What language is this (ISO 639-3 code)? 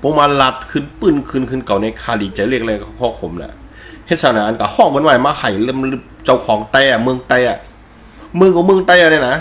shn